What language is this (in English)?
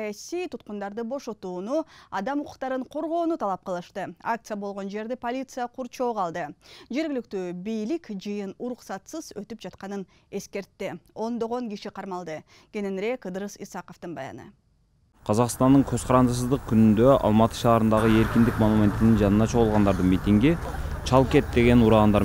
Kyrgyz